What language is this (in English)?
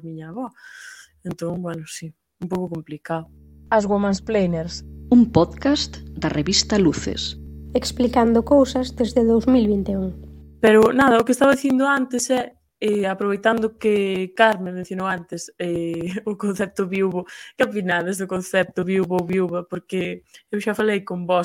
Galician